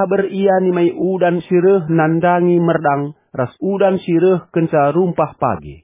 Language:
Batak Karo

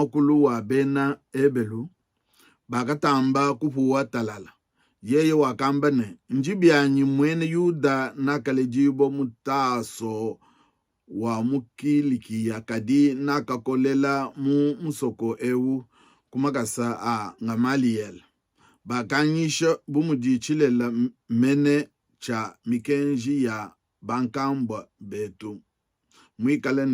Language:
Luba-Lulua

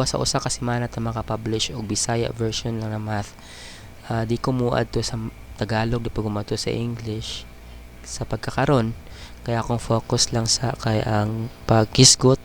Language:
Cebuano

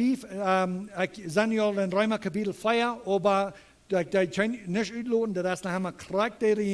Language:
Plautdietsch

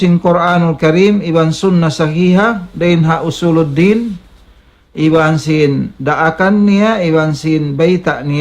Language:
Tausug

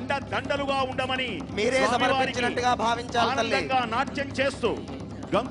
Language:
Telugu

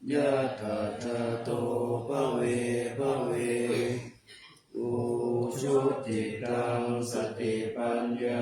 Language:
Pali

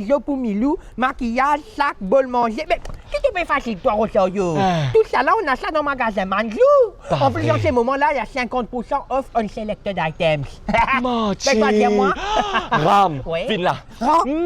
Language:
Morisyen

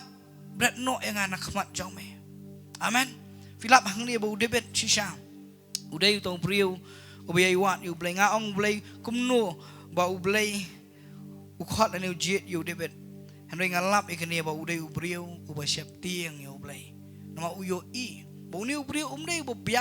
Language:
Khasi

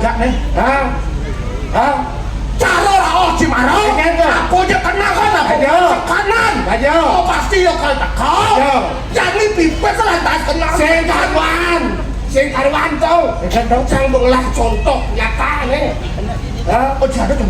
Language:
Balinese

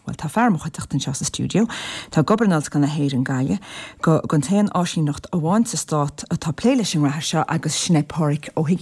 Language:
Irish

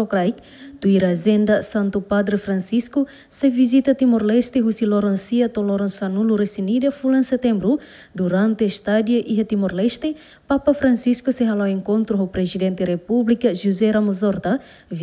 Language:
Tetum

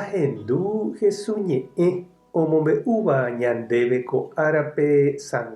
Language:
Guarani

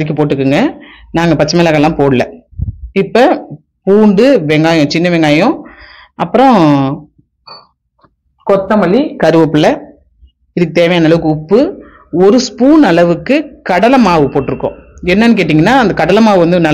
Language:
Tamil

